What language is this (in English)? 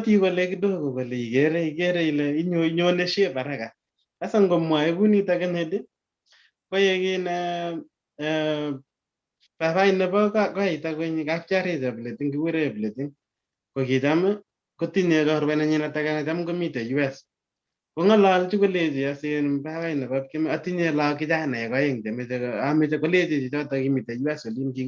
Kalenjin